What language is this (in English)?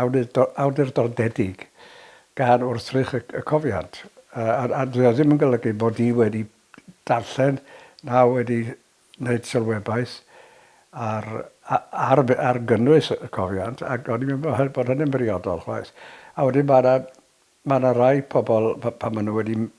Welsh